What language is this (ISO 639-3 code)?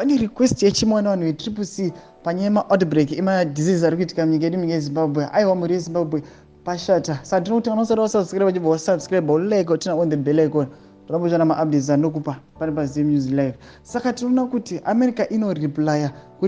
sna